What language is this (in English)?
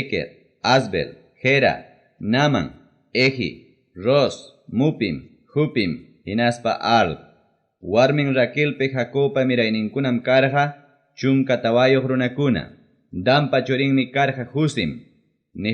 Ayacucho Quechua